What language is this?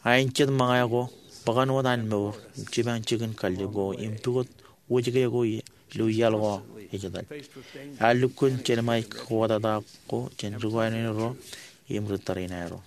Marshallese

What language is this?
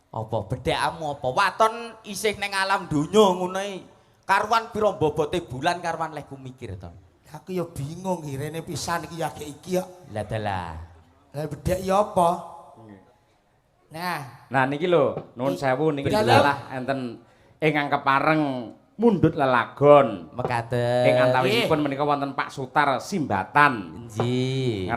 Javanese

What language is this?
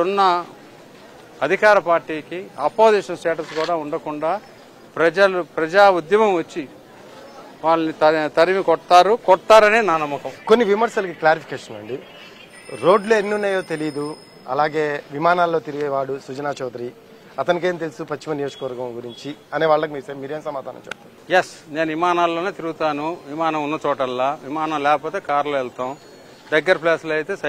Telugu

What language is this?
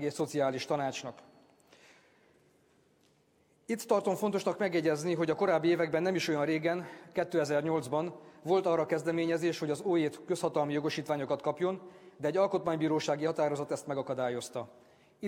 Hungarian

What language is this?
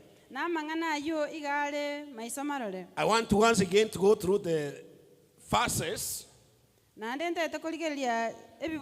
Gusii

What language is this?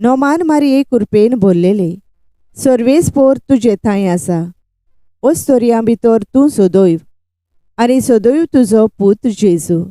Konkani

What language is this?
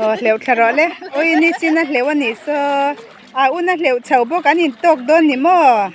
Mizo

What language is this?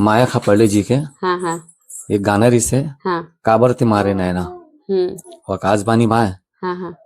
Chhattisgarhi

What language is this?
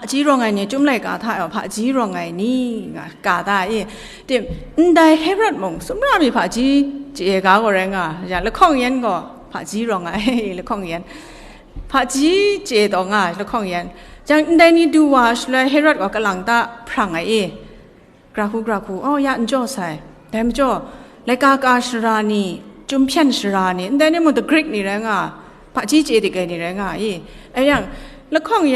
Kachin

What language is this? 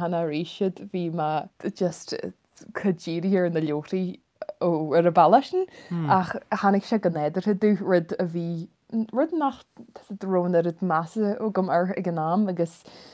Irish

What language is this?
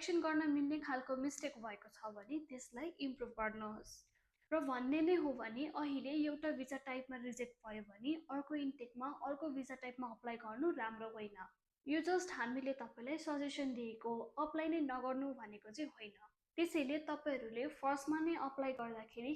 Nepali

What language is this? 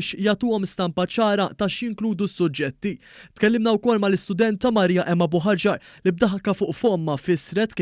Maltese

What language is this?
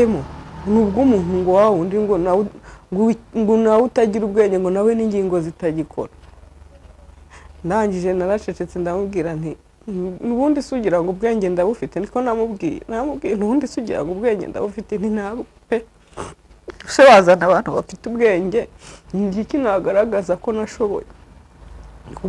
Kinyarwanda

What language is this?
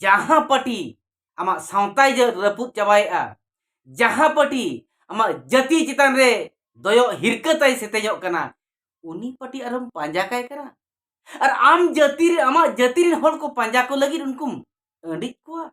Santali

